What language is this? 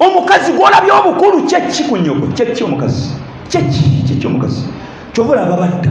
Ganda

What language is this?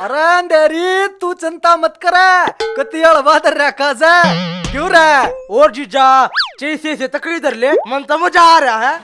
Haryanvi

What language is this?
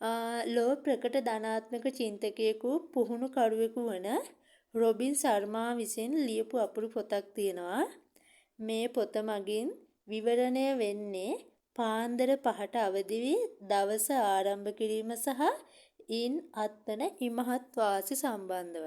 Sinhala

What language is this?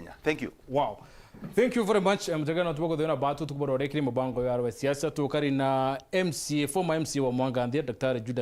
Meru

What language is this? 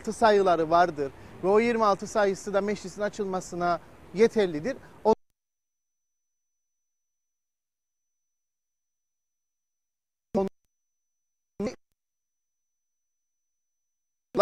Turkish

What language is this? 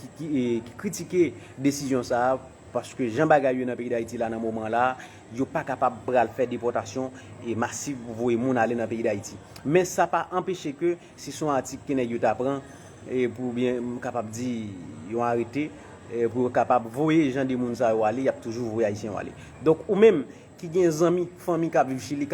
Haitian Creole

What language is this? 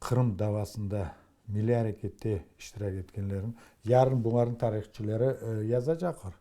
Crimean Tatar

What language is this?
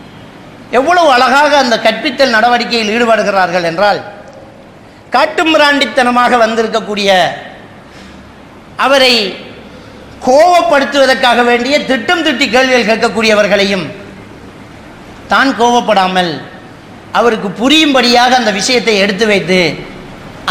Tamil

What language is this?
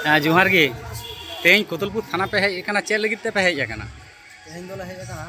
Santali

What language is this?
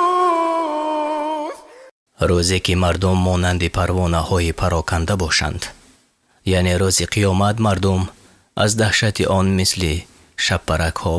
Tajik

